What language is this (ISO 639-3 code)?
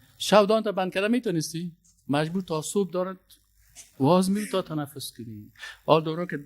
fas